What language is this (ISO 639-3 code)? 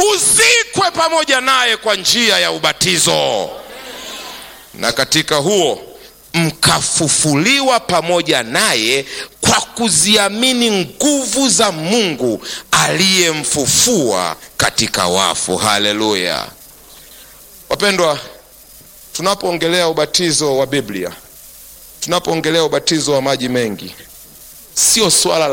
swa